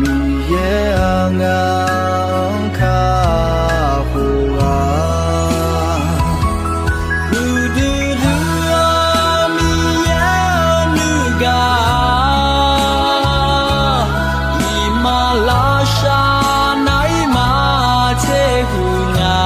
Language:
Akha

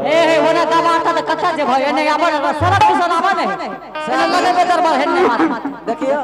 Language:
Angika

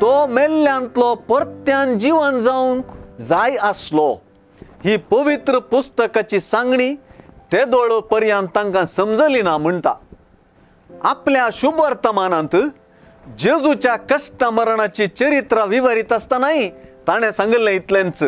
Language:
Konkani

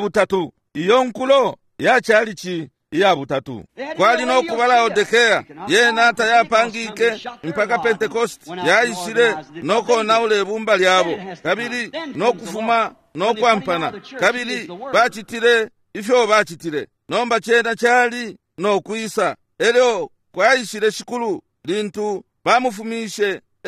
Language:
Bemba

